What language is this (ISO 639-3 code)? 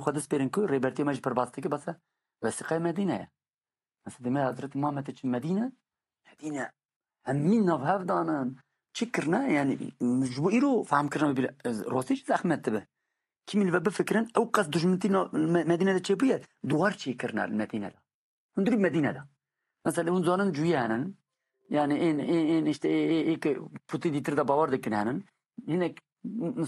kur